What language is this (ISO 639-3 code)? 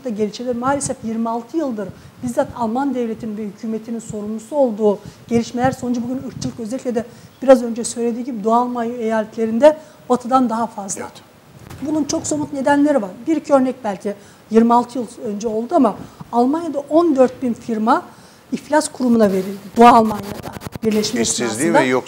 tur